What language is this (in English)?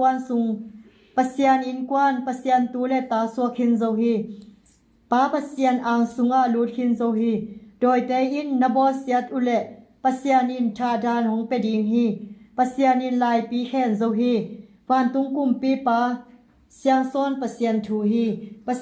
Tedim Chin